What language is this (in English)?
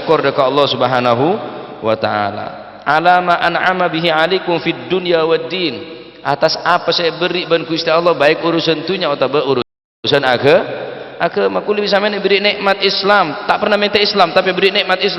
Madurese